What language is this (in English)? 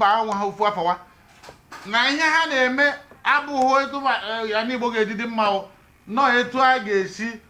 Igbo